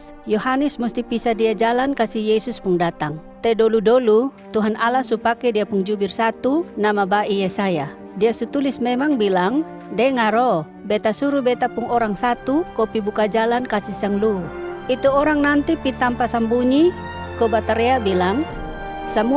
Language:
Kupang Malay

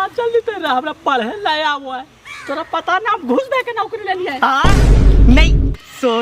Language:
Magahi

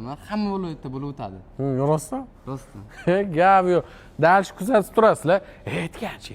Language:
Uzbek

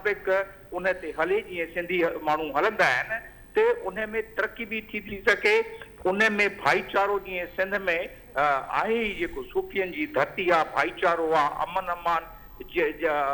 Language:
Sindhi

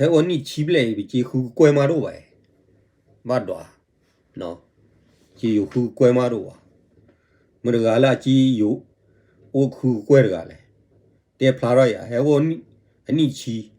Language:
S'gaw Karen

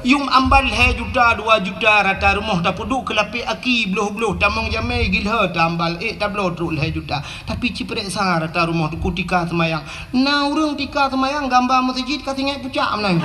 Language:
Achinese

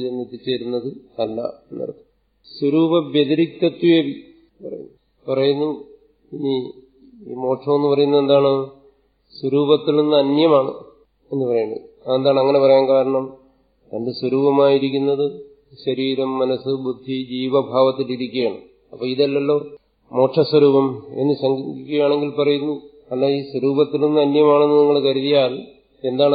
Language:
Malayalam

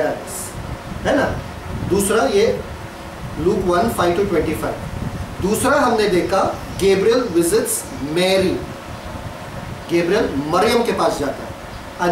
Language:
Hindi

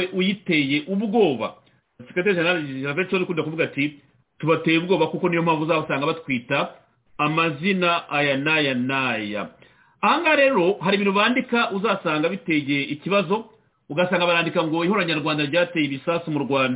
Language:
Kinyarwanda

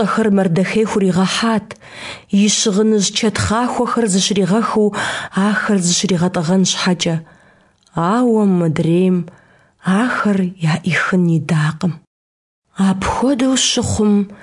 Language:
Kabardian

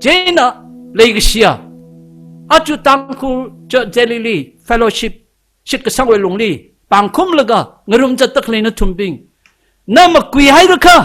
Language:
Tangkhul Naga (India)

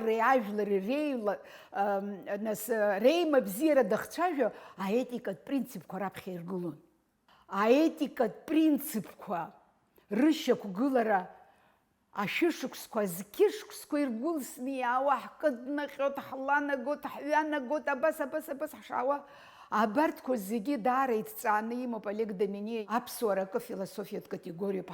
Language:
Abkhazian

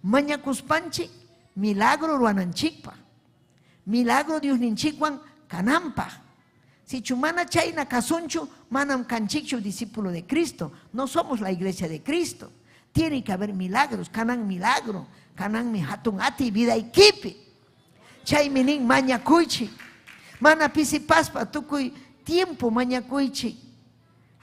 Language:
Ayacucho Quechua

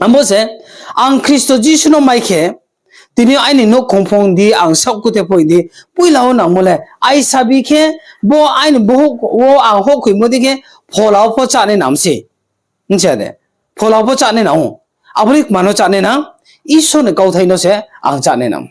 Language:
Riang (India)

